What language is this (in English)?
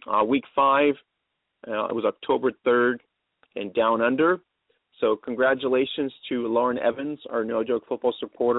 English